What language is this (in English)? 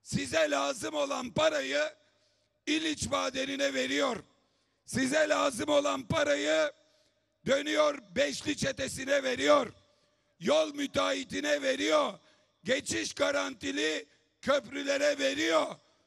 Turkish